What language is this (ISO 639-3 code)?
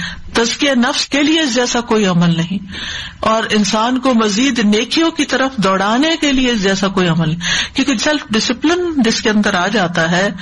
urd